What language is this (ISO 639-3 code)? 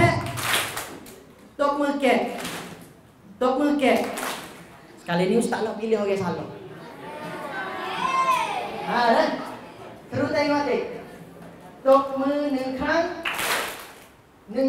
msa